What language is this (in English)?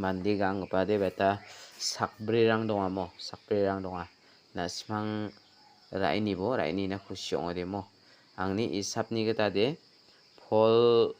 Garo